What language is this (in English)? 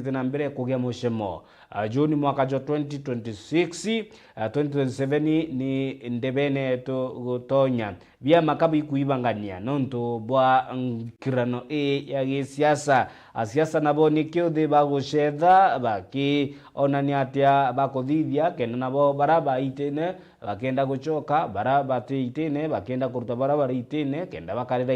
Meru